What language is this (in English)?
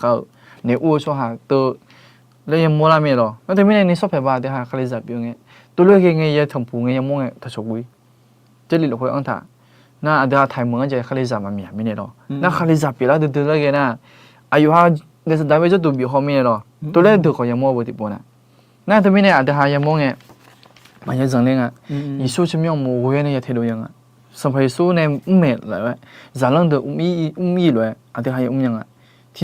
Akha